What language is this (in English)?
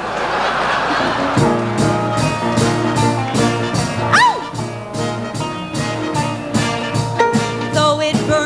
English